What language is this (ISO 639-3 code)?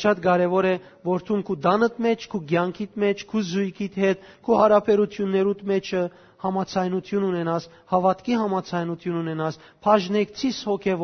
hyw